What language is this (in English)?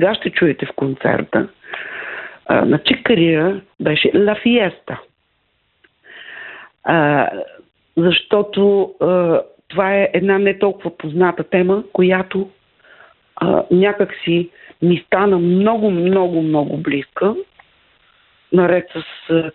Bulgarian